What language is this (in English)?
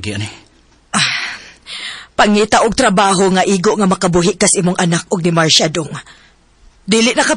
Cebuano